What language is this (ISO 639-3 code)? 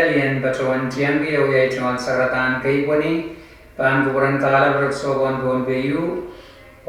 pon